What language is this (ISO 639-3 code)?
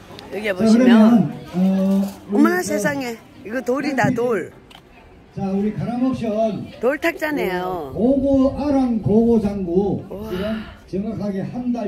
kor